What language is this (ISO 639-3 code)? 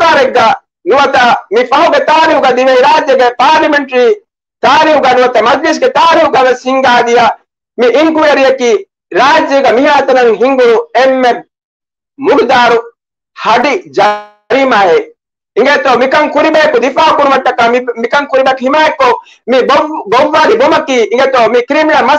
div